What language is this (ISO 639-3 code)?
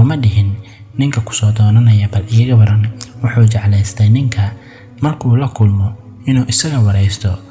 som